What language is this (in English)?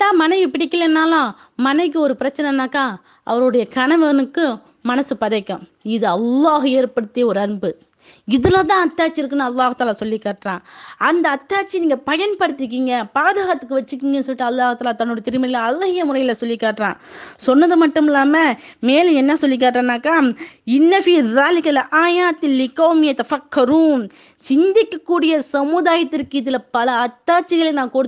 Tamil